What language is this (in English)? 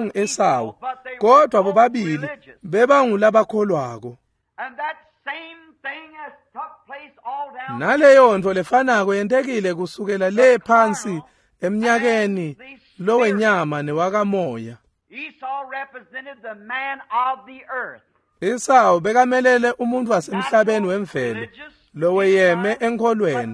Swati